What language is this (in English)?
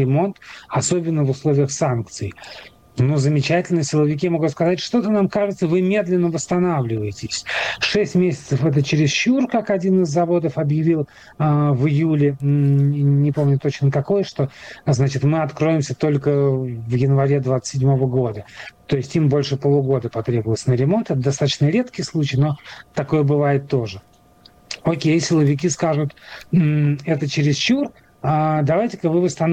Russian